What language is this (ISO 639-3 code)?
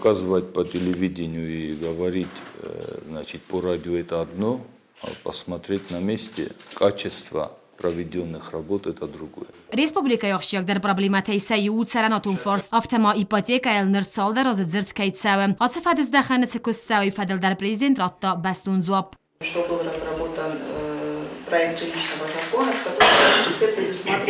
oss